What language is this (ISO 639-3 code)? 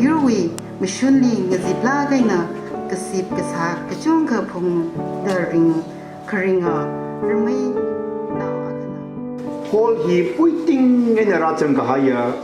nmf